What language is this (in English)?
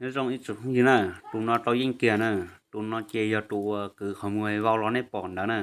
Hmong